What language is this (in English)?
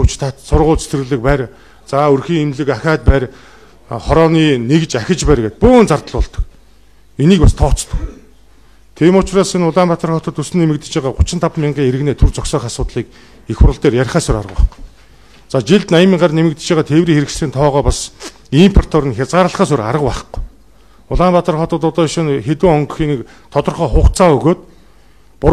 Mongolian